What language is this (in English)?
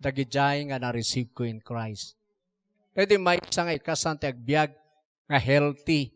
Iloko